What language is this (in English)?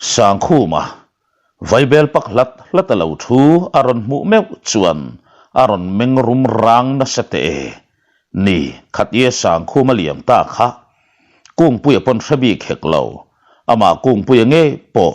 Mizo